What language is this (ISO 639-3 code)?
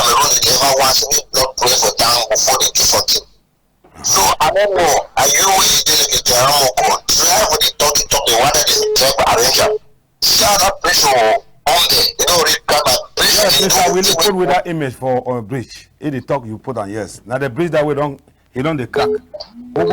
wes